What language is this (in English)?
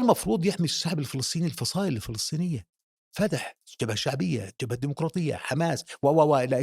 North Levantine Arabic